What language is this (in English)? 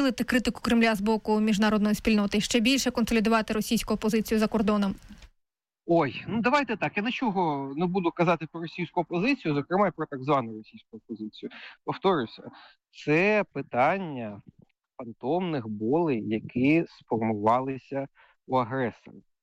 Ukrainian